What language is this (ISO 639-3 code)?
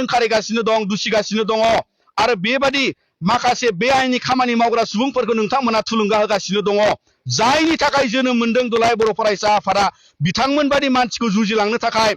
brx